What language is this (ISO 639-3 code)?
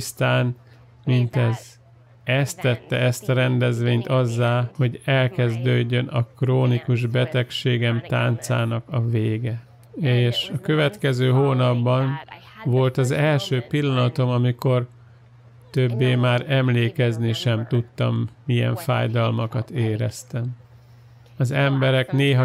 hun